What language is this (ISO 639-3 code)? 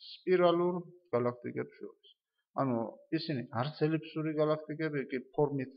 kat